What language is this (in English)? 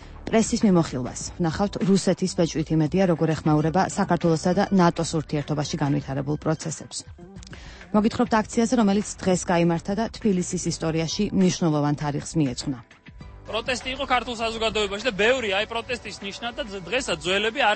Georgian